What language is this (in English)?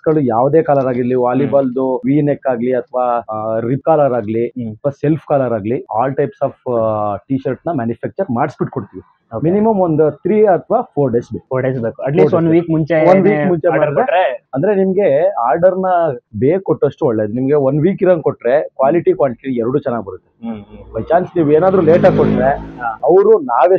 Kannada